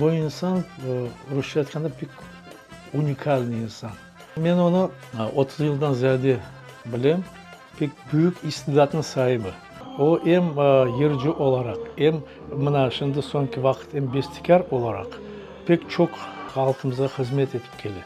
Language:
Crimean Tatar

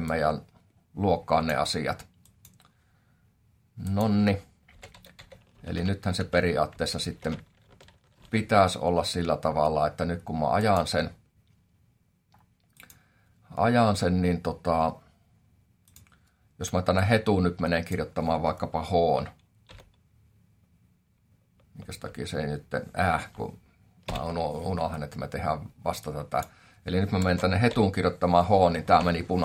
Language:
Finnish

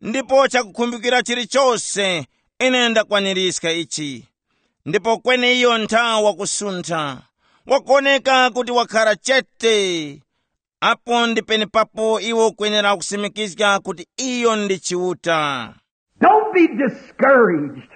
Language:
Tumbuka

